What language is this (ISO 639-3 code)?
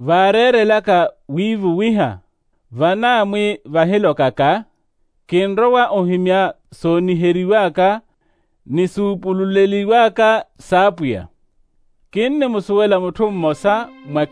vmw